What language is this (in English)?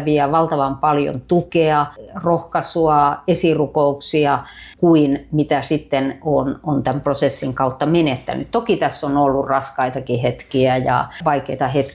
Finnish